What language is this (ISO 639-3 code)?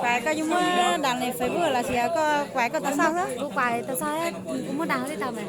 hmn